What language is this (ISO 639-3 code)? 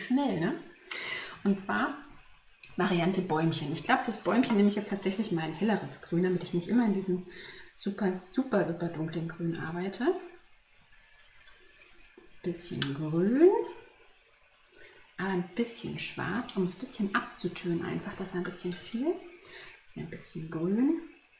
deu